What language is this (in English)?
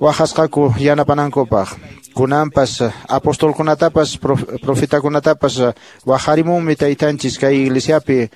Quechua